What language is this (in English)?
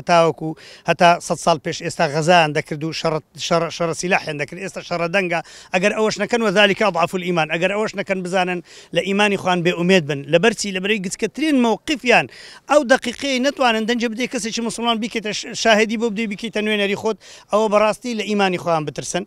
Central Kurdish